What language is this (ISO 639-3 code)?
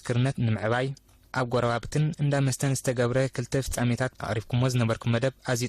tir